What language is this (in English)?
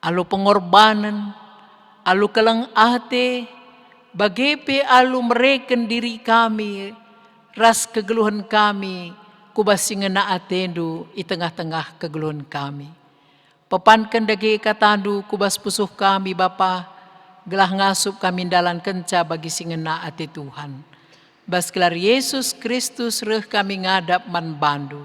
Batak Karo